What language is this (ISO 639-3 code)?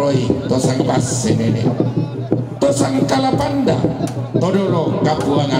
sda